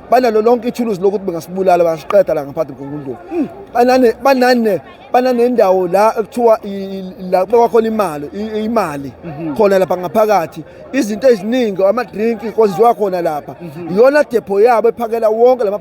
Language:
Zulu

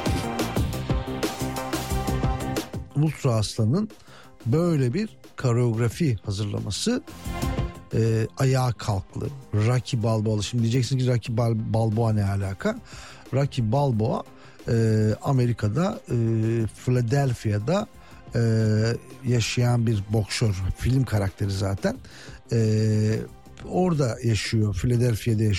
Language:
Turkish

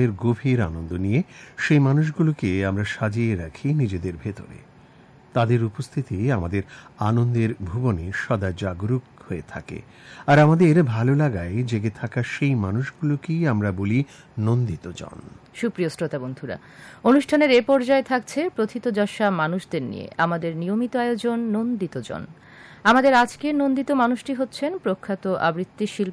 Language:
Bangla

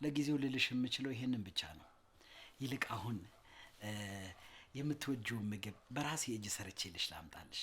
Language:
Amharic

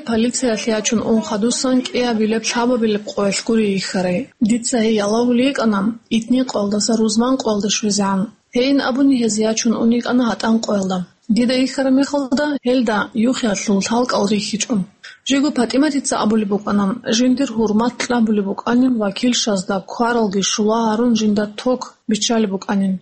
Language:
Avaric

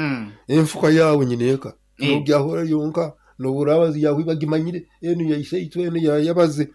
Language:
Nyankole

